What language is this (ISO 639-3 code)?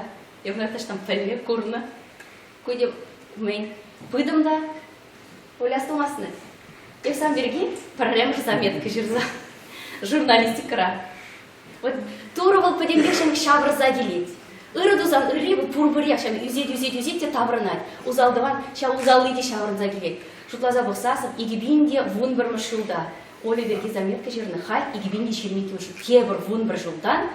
chv